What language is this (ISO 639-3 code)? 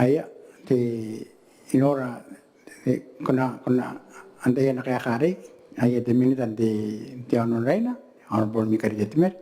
gil